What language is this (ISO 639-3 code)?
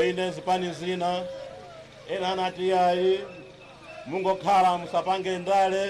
nya